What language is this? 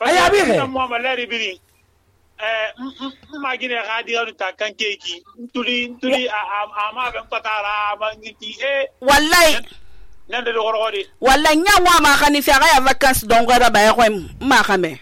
Susu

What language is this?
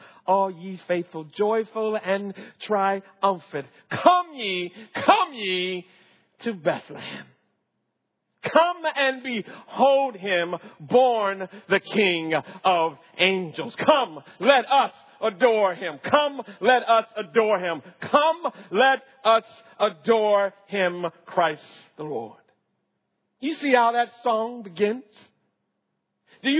English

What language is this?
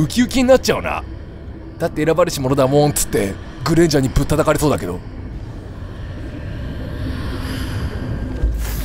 Japanese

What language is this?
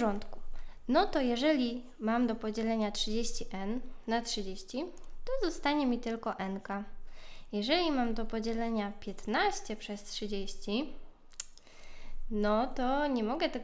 Polish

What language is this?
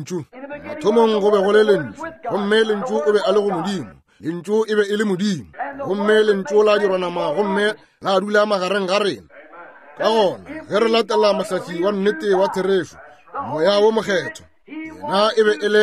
Northern Sotho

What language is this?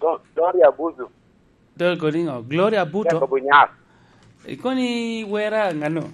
Lango (Uganda)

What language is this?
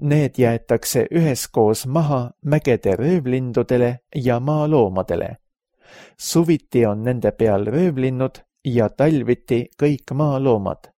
Estonian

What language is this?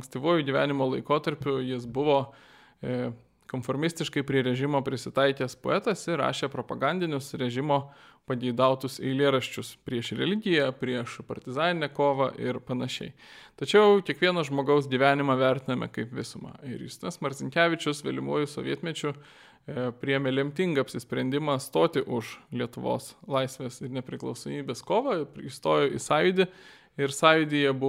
Lithuanian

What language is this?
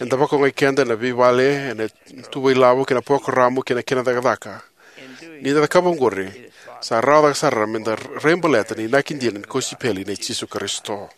Fijian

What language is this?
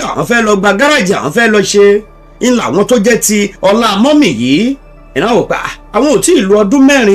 Yoruba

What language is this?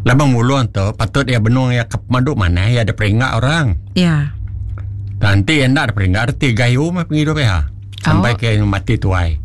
Iban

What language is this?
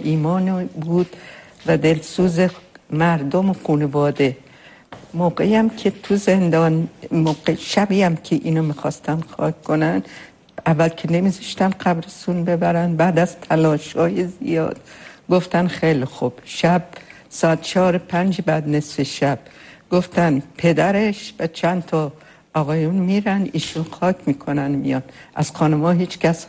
Persian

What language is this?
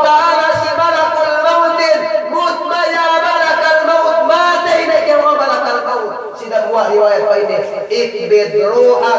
Yakan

